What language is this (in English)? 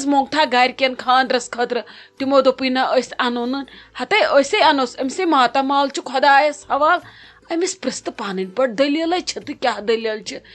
Kashmiri